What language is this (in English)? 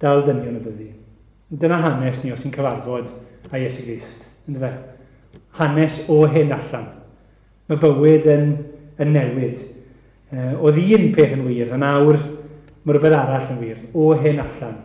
Welsh